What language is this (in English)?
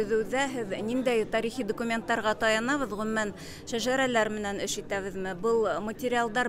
Bashkir